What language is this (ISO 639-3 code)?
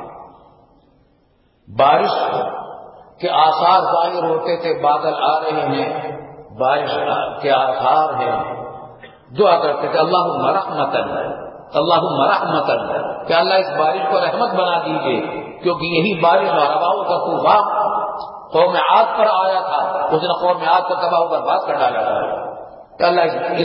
urd